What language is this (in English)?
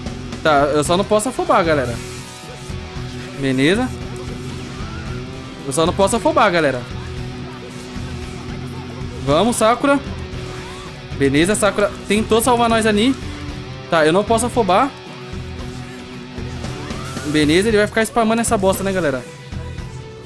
Portuguese